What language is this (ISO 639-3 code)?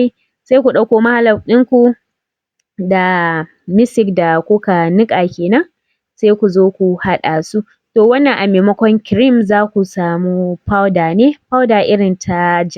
hau